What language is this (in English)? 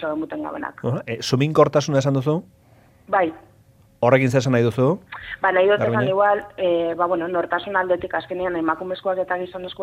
Basque